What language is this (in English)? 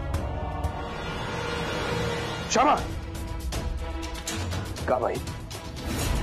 Bhojpuri